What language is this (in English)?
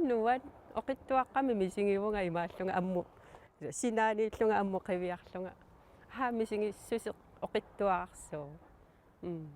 Kalaallisut